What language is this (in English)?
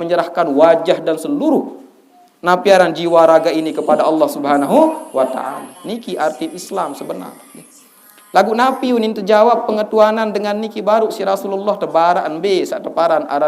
Sasak